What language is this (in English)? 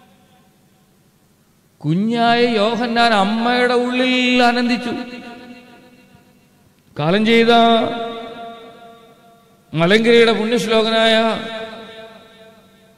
Malayalam